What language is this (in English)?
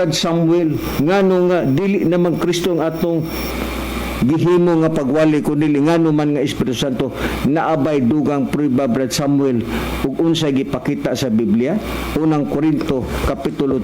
Cebuano